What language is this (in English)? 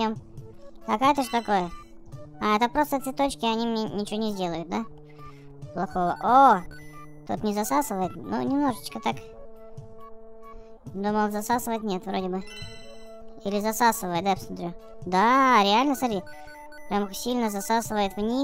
Russian